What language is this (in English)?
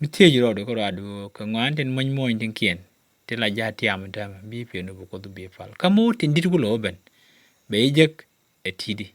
Nuer